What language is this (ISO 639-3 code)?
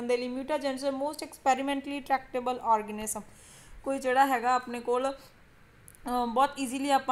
pan